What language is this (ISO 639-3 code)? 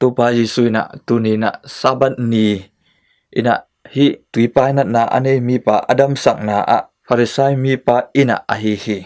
ctd